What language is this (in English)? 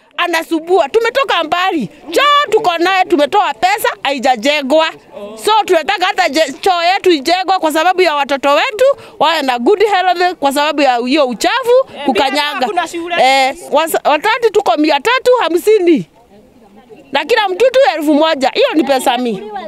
Swahili